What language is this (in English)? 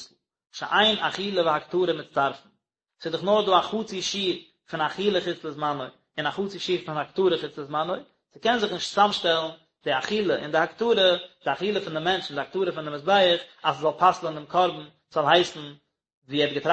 Yiddish